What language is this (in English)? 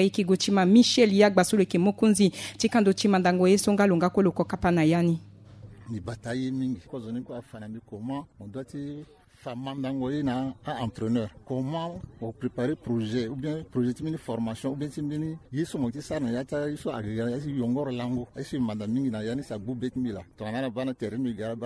Sango